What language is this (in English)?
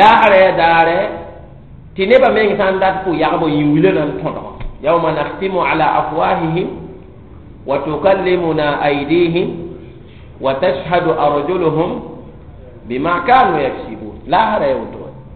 Mossi